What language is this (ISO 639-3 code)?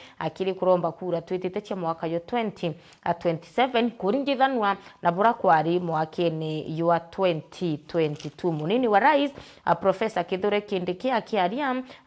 mer